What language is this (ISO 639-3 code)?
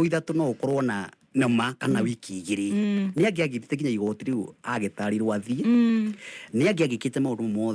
kik